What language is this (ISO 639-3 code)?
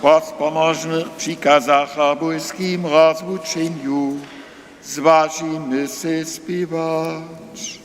hsb